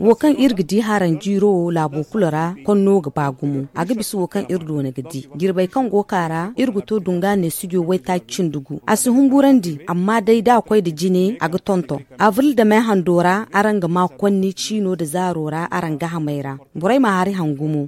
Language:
Zarma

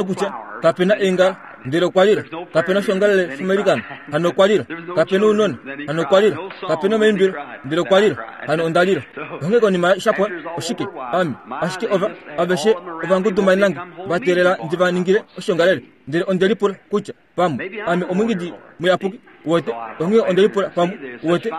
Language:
Kuanyama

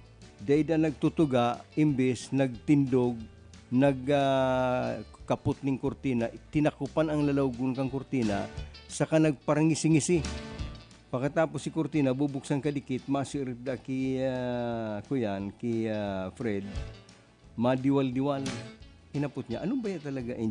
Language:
Bikol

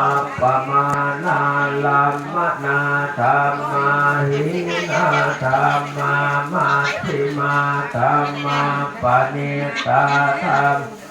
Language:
Pali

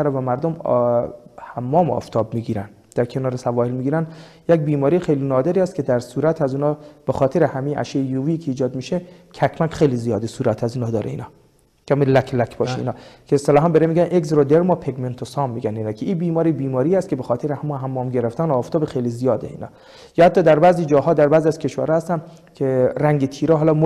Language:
Persian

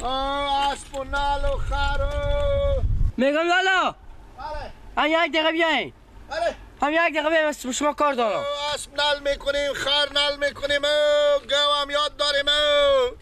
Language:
Persian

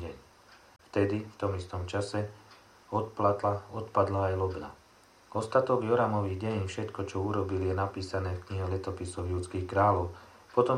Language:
Slovak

